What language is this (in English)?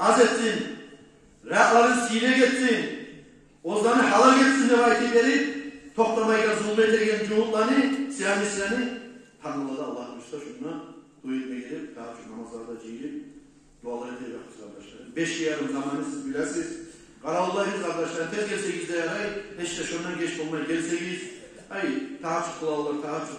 Kumyk